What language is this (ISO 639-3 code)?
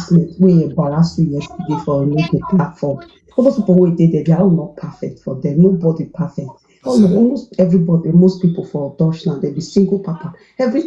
pcm